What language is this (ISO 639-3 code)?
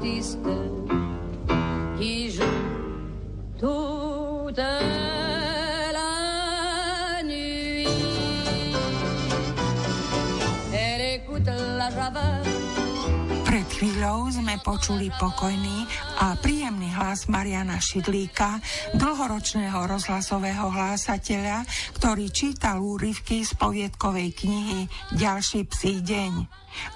slk